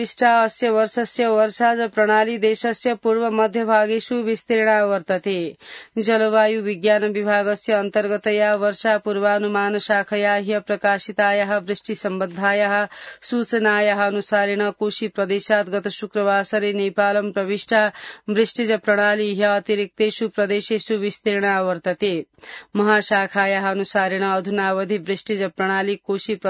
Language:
Sanskrit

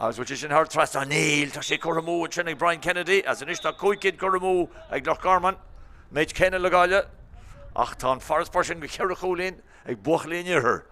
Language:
Irish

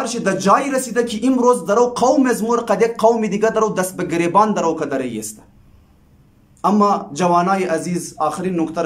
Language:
Hazaragi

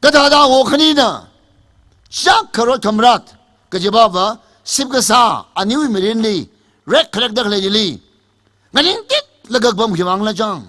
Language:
Tangkhul Naga (India)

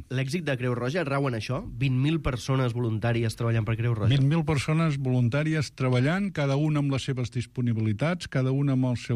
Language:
Catalan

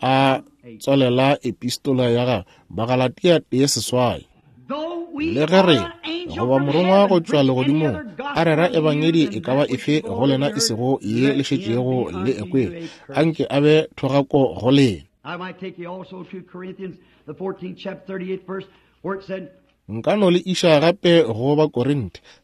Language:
Northern Sotho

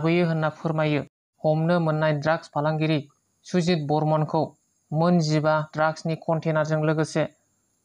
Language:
Bodo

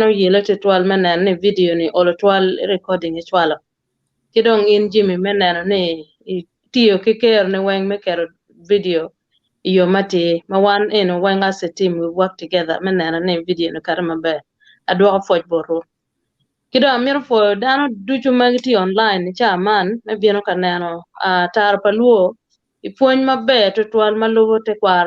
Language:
Acoli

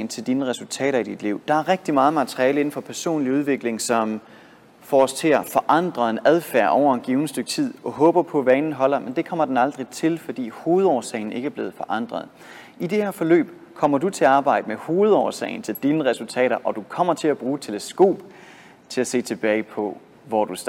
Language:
Danish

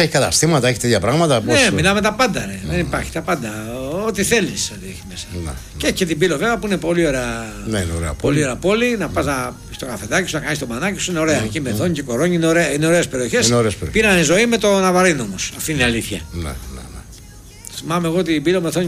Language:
Greek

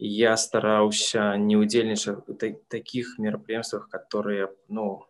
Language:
Belarusian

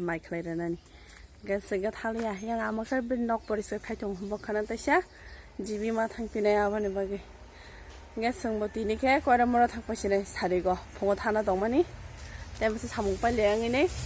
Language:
Kok Borok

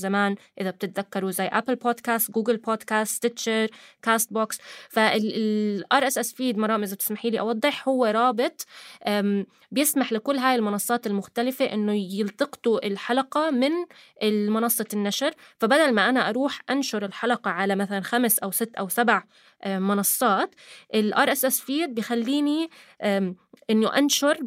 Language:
North Levantine Arabic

